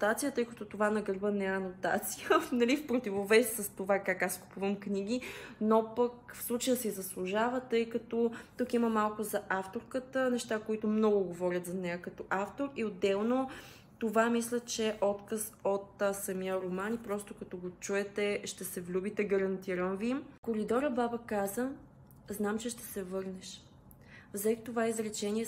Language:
Bulgarian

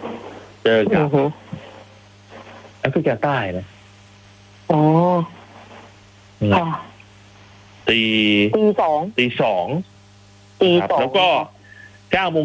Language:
Thai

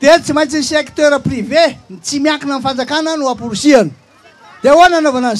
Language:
Malagasy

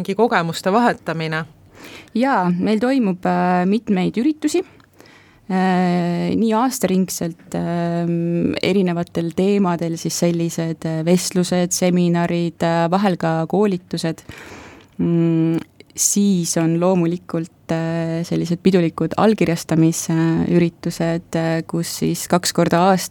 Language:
Estonian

